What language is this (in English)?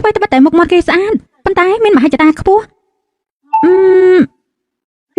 Khmer